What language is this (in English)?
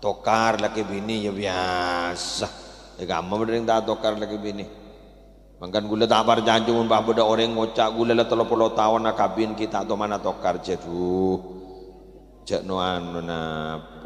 Madurese